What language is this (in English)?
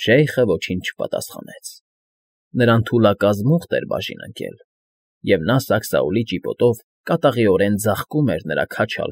Armenian